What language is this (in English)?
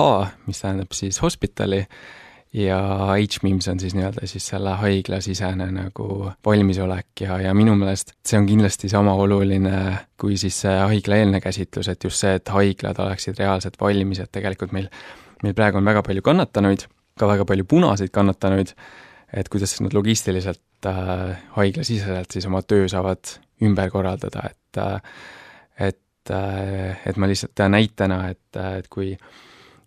Estonian